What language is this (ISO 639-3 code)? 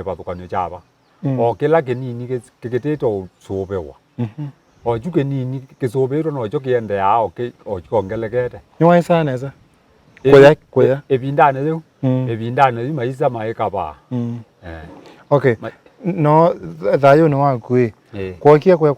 kam